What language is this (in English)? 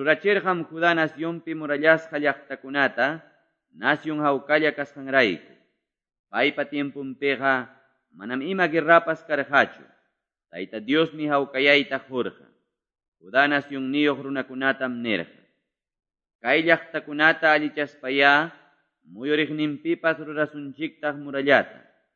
Quechua